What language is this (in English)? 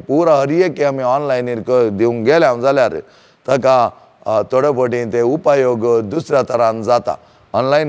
Konkani